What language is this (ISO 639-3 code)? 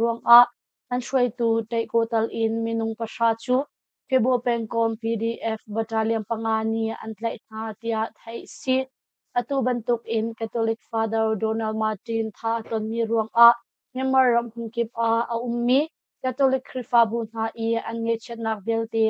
cnh